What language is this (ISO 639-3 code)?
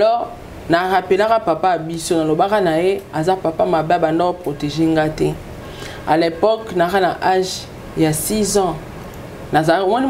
lin